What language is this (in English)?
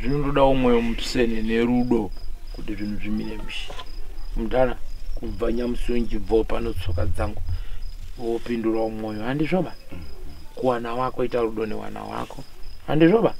Shona